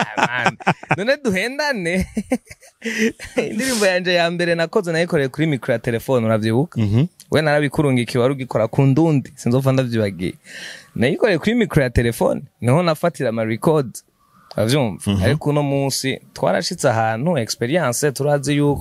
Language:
Rundi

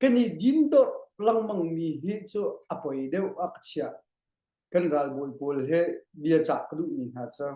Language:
Hakha Chin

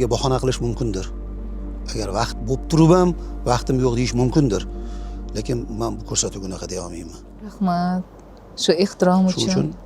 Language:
Uzbek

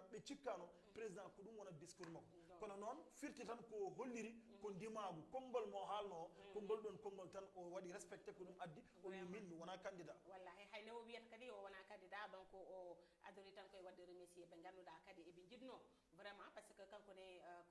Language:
Fula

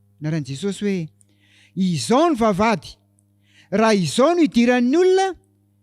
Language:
Malagasy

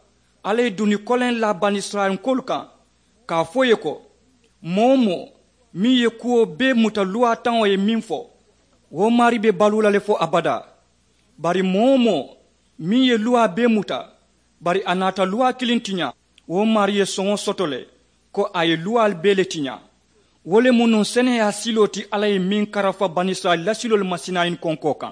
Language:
Mandingo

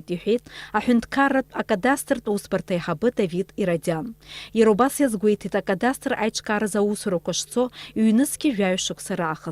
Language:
Abkhazian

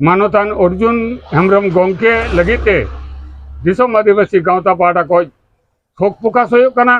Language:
Santali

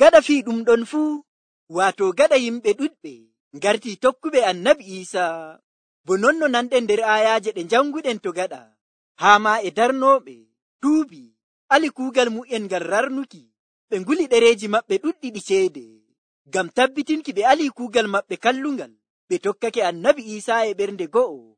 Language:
Nigerian Fulfulde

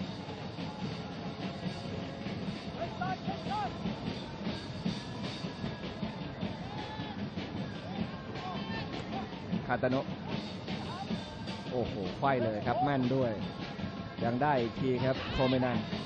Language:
Thai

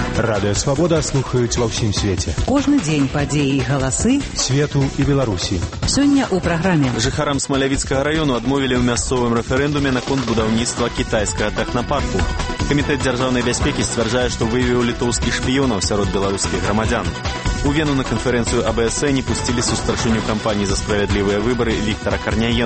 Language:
Belarusian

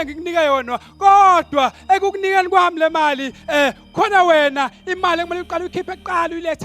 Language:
Zulu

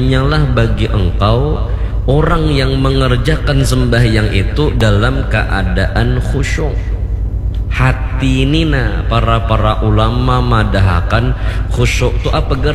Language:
Banjar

